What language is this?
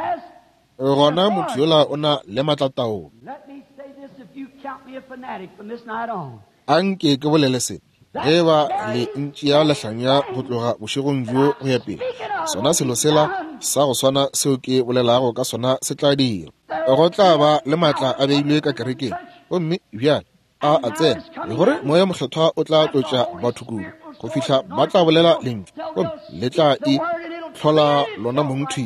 Northern Sotho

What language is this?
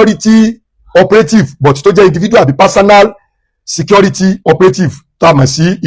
Yoruba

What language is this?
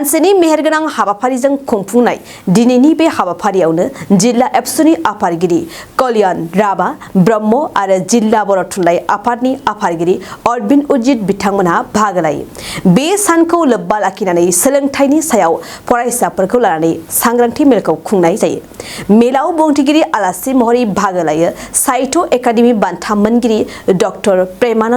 Bodo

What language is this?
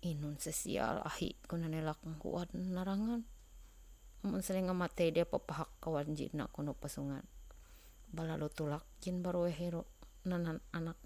Ma'anyan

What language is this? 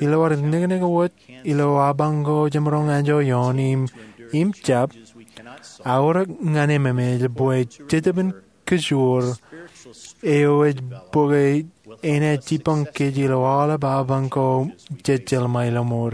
Marshallese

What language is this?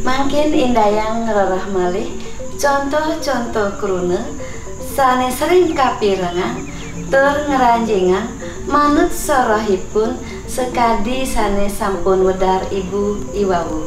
Balinese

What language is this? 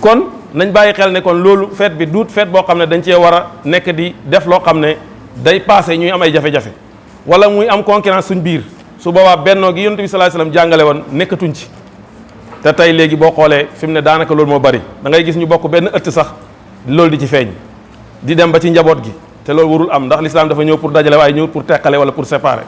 Wolof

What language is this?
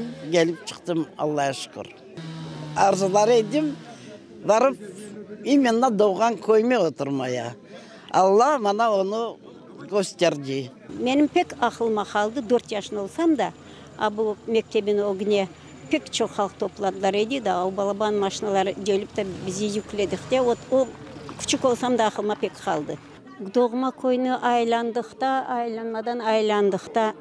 Crimean Tatar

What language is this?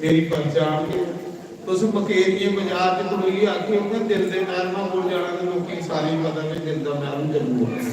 Dogri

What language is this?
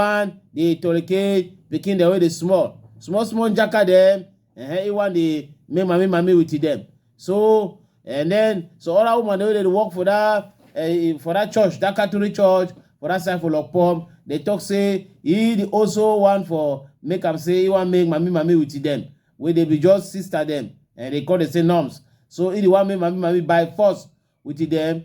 Cameroon Pidgin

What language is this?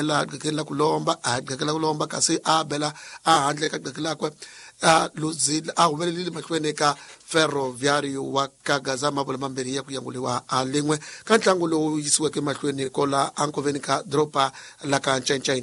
Tsonga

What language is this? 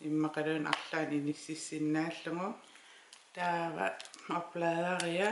Kalaallisut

